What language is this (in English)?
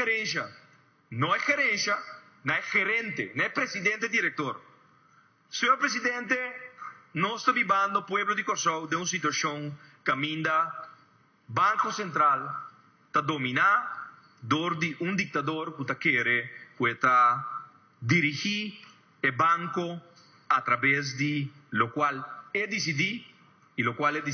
Papiamento